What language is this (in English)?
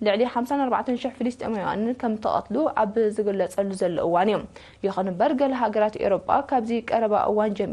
Tigrinya